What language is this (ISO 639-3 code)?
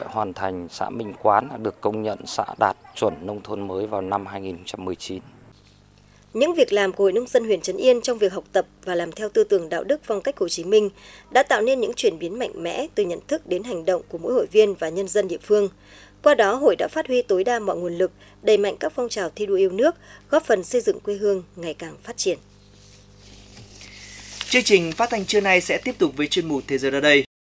vie